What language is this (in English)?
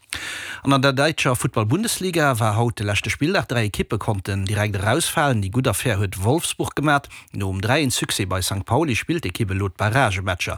Luxembourgish